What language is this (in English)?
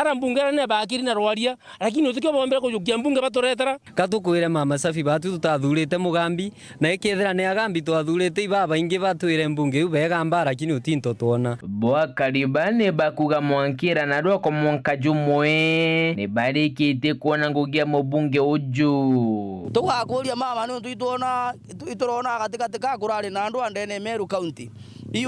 Meru